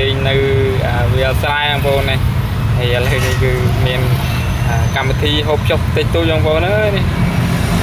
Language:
Khmer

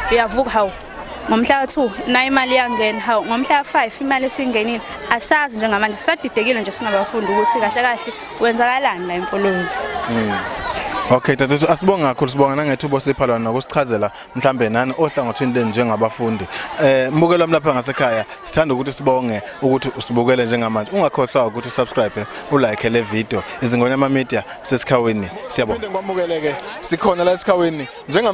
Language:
Zulu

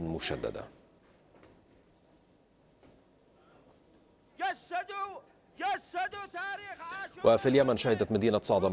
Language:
Arabic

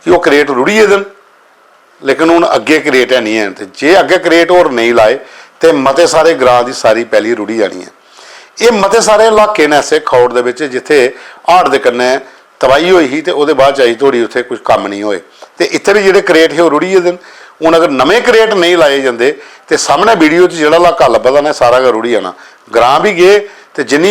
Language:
Dogri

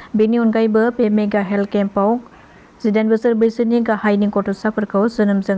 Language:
Bodo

